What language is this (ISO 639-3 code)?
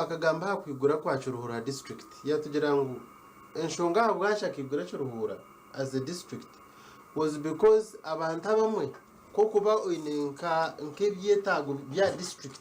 nyn